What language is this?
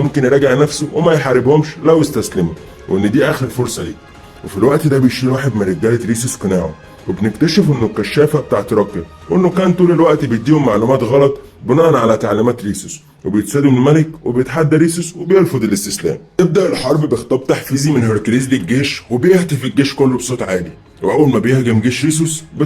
Egyptian Arabic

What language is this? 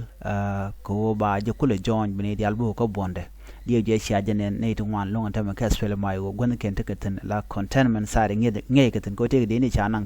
Nuer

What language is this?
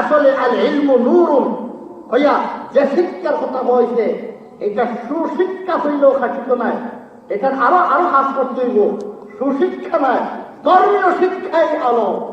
Sylheti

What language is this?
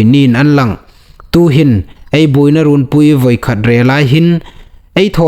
Hmar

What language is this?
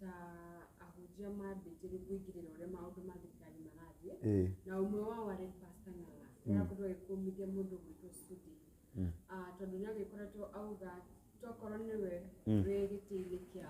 Kikuyu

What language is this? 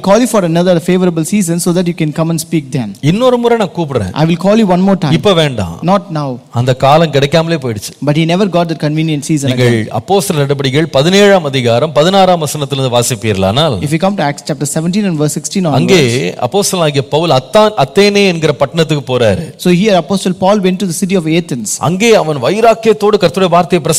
Tamil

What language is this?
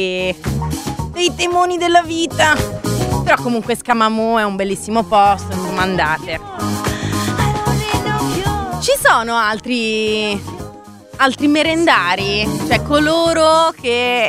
Italian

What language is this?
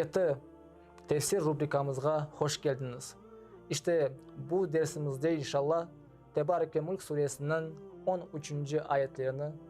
Crimean Tatar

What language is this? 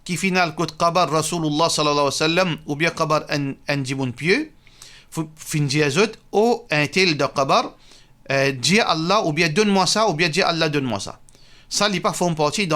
Morisyen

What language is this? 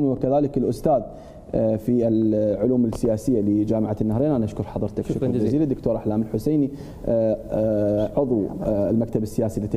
Mesopotamian Arabic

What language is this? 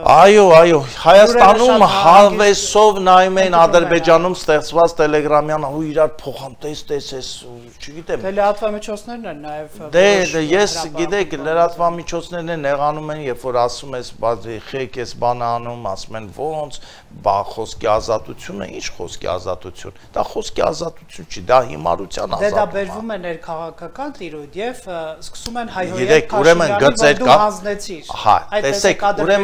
Armenian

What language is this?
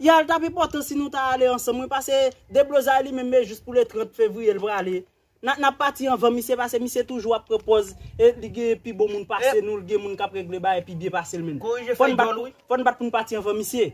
Haitian Creole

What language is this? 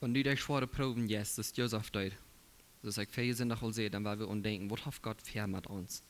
Plautdietsch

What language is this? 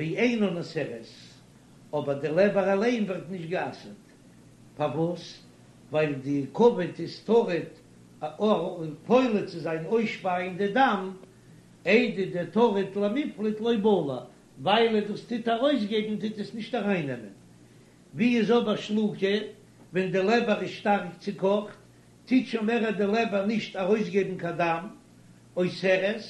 Yiddish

